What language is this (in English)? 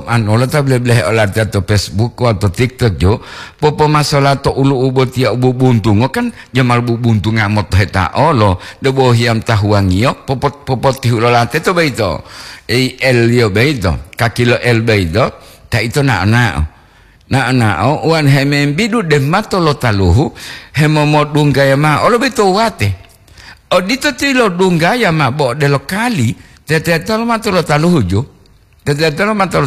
Gorontalo